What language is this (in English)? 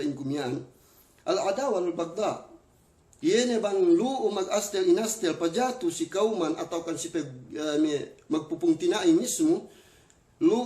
Yakan